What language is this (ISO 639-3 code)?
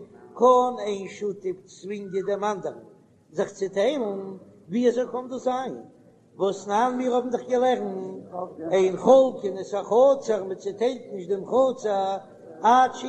yid